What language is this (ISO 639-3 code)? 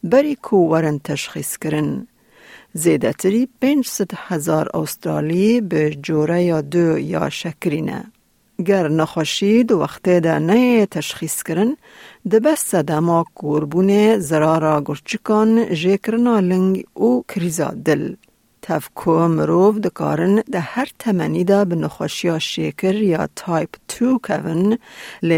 kur